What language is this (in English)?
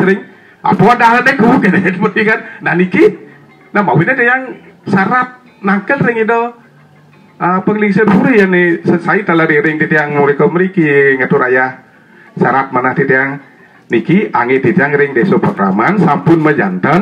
Balinese